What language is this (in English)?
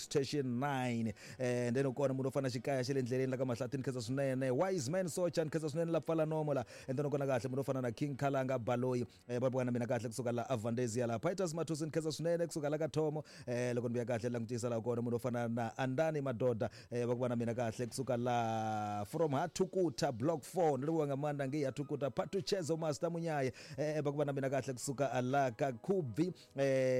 Tsonga